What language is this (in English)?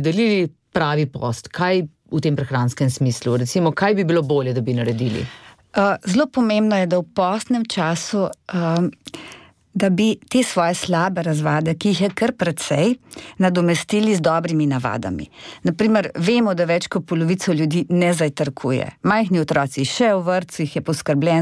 Slovenian